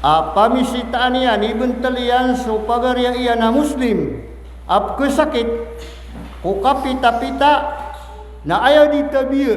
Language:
Maranao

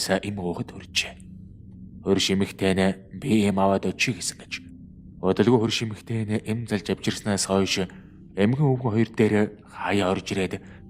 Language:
Mongolian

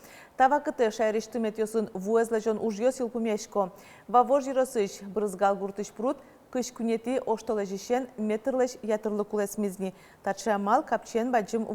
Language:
Udmurt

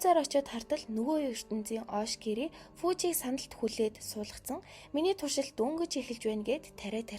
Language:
Mongolian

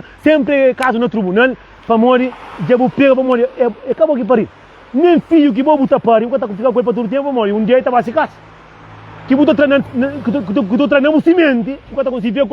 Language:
Kabuverdianu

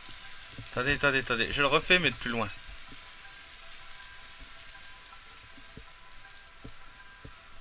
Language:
French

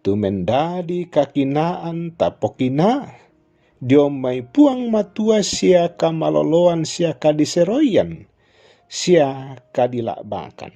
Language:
Toraja-Sa'dan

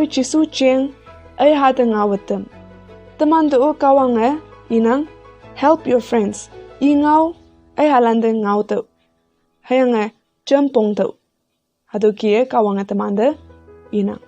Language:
Konyak Naga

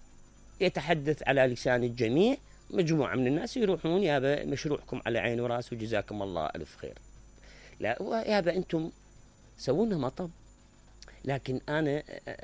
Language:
Mesopotamian Arabic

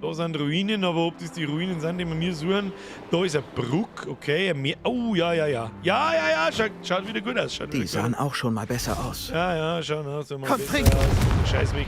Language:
Bavarian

